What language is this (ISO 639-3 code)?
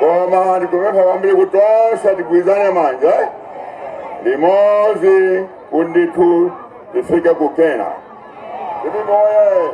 nya